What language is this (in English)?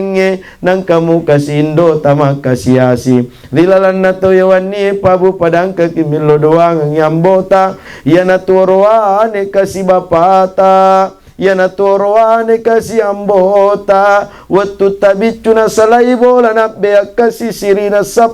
Buginese